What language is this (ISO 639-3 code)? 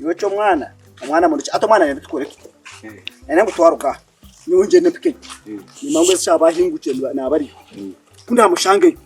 nyn